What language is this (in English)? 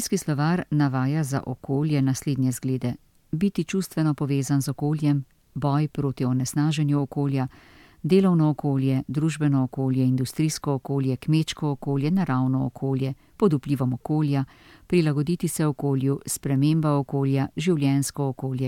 Slovenian